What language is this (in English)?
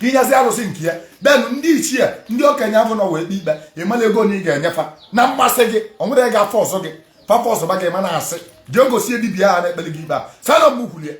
Igbo